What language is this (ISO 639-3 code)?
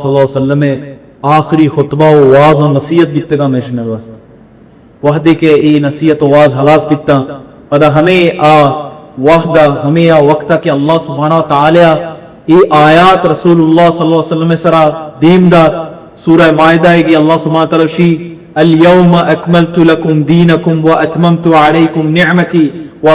bal